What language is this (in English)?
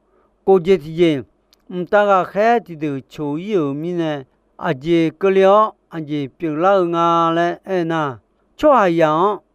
Akha